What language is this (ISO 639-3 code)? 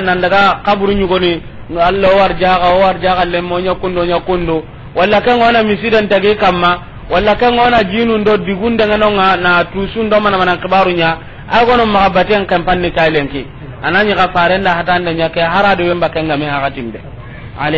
snk